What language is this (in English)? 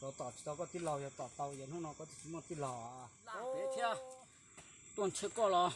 Hmong